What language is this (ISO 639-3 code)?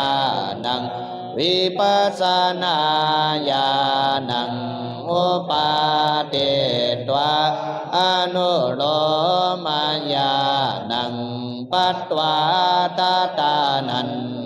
pli